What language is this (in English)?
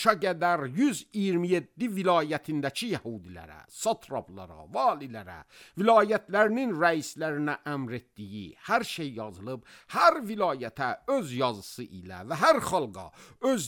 Azerbaijani